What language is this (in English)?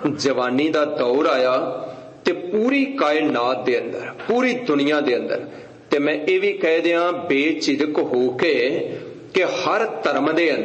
Punjabi